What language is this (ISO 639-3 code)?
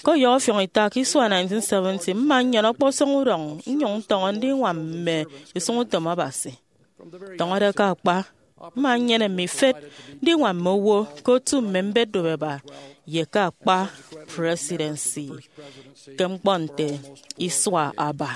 efi